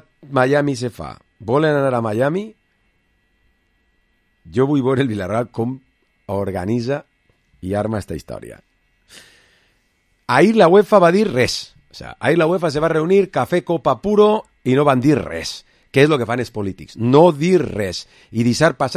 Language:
Catalan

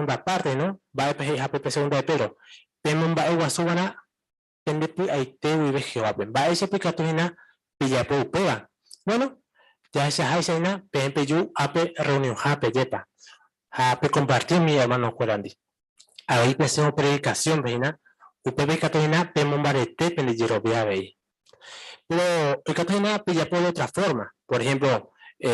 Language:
Guarani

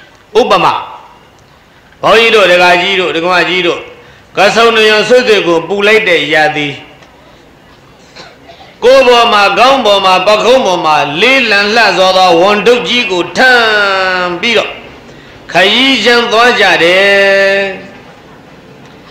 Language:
Burmese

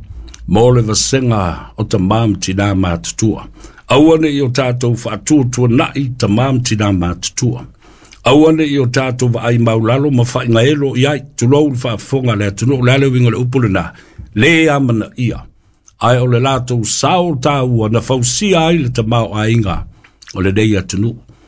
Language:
Samoan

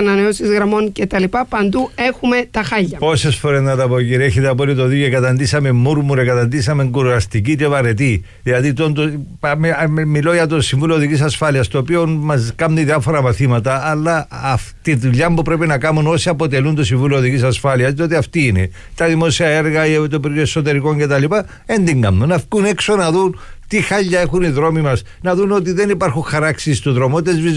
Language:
Greek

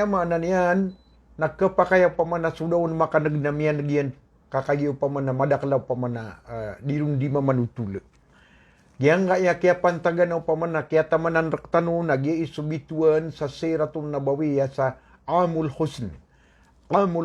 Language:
Maranao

